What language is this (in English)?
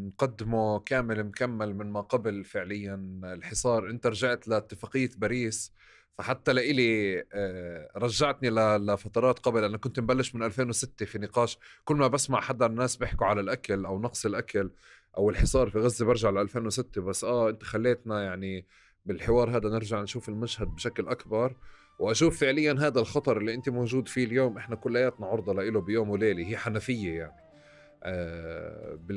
North Levantine Arabic